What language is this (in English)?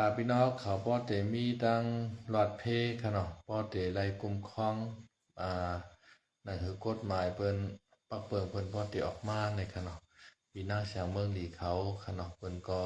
Shan